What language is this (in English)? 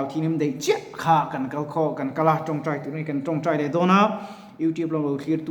Mizo